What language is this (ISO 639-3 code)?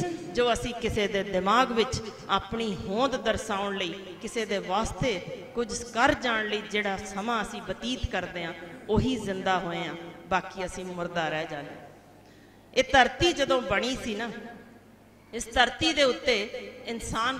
pan